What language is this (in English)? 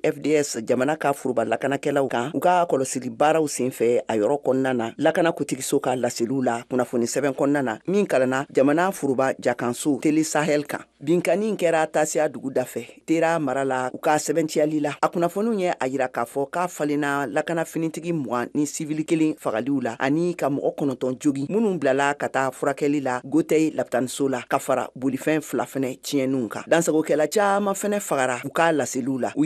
Bambara